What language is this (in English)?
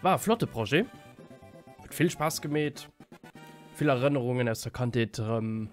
Luxembourgish